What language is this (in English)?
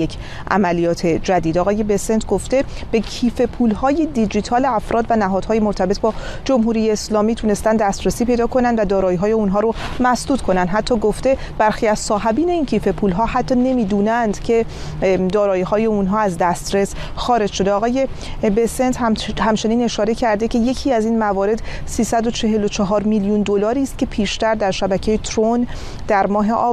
Persian